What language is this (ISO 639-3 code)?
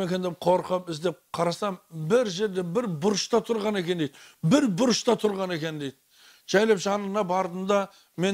kaz